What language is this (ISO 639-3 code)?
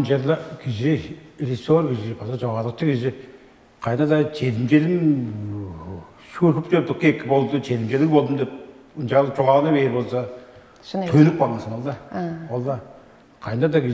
tyv